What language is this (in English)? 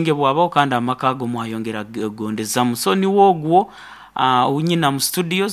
Nyoro